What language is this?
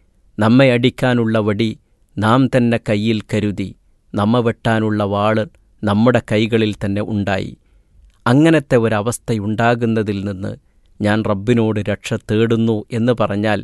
Malayalam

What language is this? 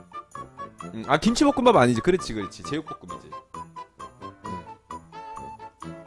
Korean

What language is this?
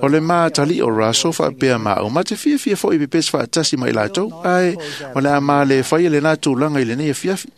Samoan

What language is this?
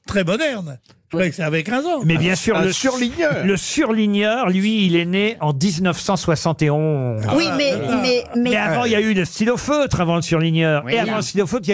French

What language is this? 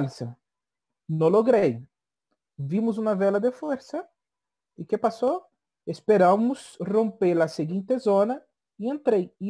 Portuguese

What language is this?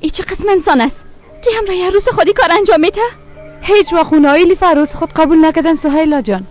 Persian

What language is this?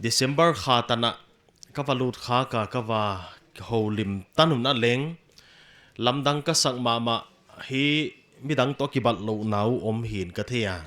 Paite Chin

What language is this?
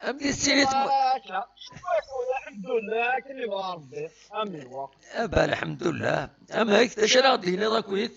Kabyle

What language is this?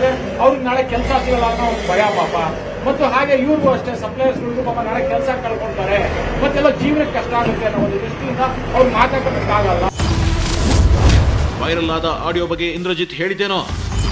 Kannada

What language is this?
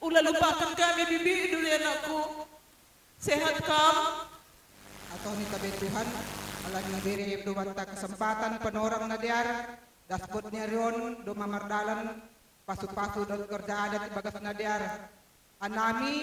Batak Simalungun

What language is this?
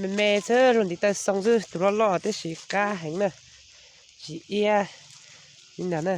Hmong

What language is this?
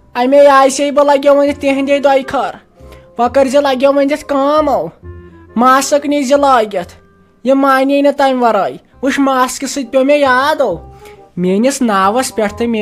Kashmiri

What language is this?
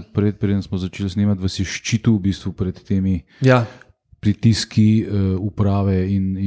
Slovenian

